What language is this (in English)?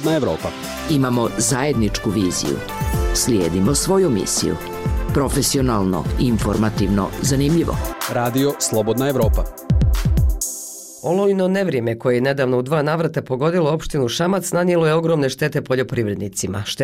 Bosnian